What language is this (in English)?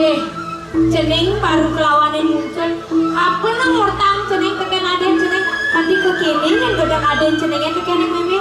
Balinese